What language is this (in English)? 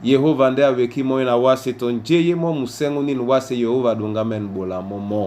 Duala